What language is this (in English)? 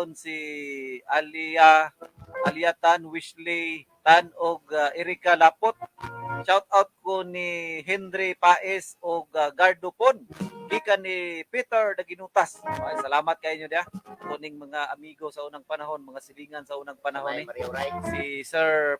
Cebuano